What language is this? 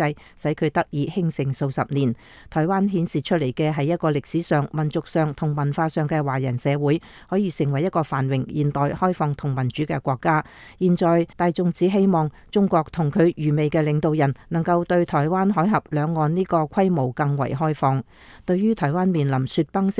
Cantonese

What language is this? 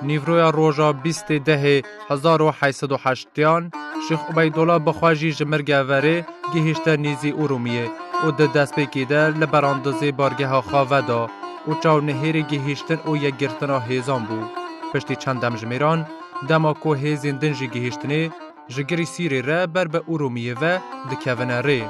Kurdish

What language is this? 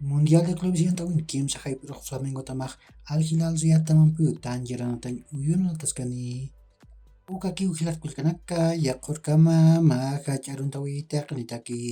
Aymara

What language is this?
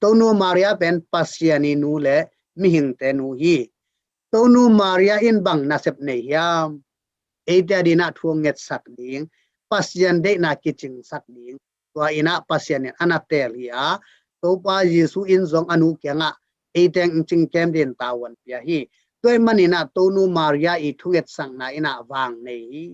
Tedim Chin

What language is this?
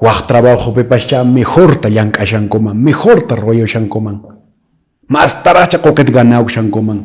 Quechua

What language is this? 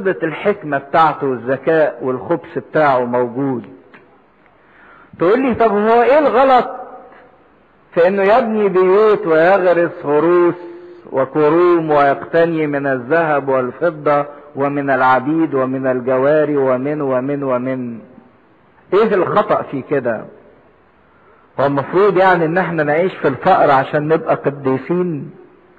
Egyptian Arabic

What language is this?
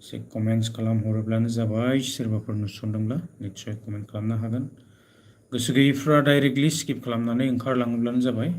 Bodo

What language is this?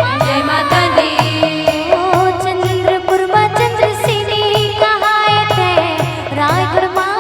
Chhattisgarhi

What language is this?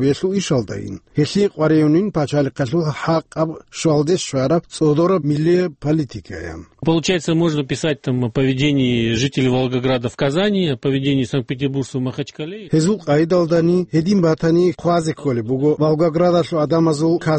Avaric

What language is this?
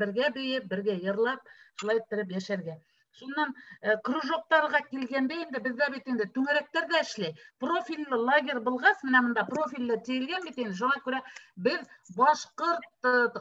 Bashkir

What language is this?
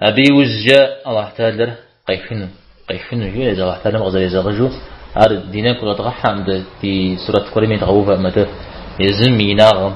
Kabardian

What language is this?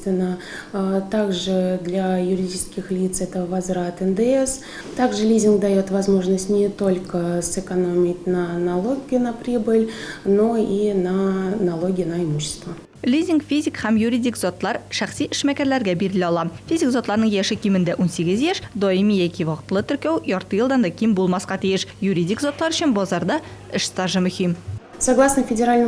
Tatar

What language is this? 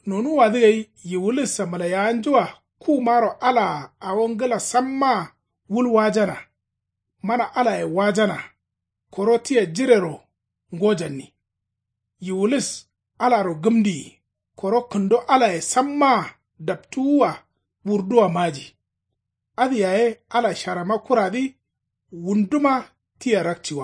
Kanuri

